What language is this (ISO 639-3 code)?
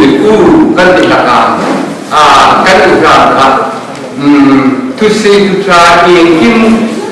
hmr